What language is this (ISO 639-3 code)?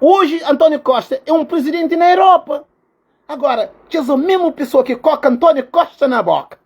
kea